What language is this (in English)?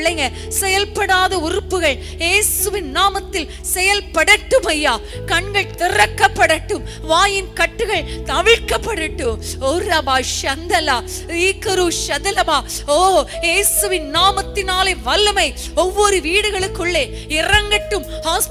Tamil